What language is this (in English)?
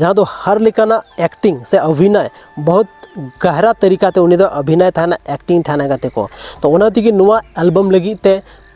Santali